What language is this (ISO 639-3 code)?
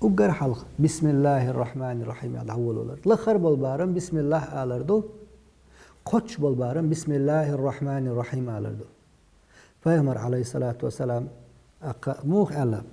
che